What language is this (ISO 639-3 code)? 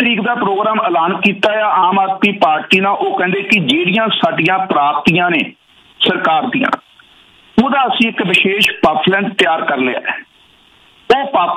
pan